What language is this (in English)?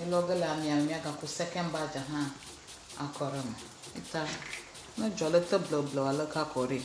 Ewe